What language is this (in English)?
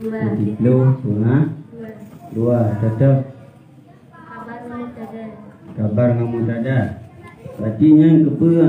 Achinese